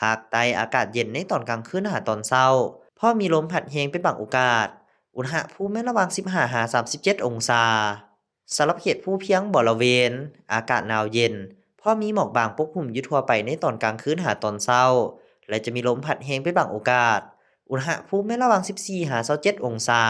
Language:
Lao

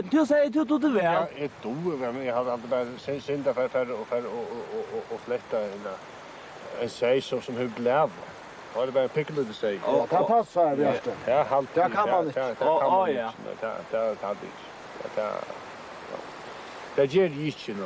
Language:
Faroese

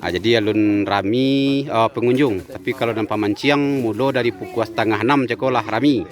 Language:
Minangkabau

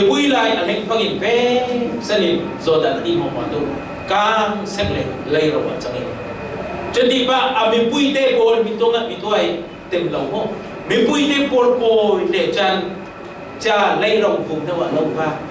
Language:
Falam Chin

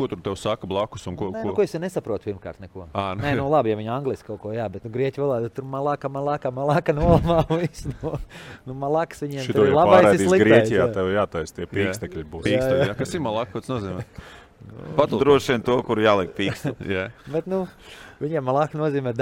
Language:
Latvian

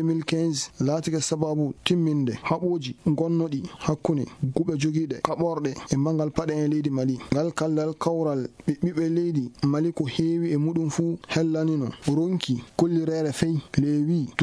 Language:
Fula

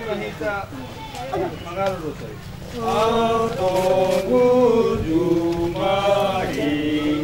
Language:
Batak Toba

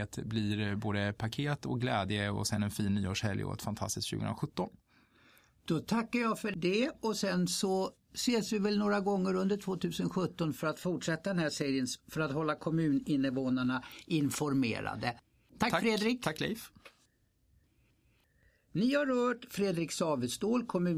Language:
Swedish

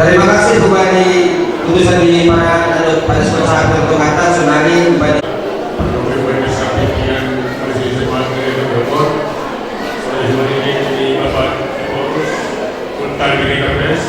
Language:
Batak Simalungun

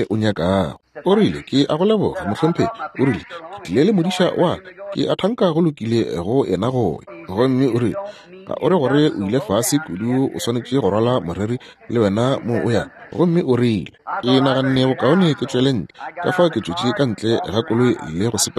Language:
Northern Sotho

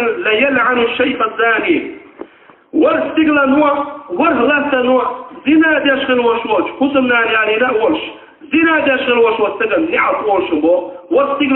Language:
Chechen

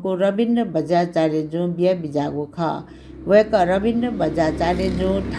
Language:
Newari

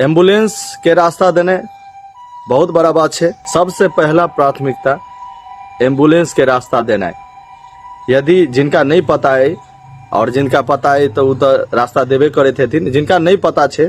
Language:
Maithili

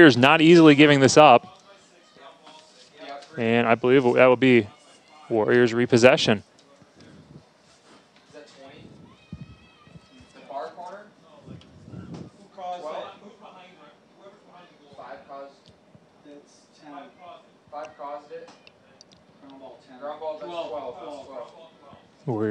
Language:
English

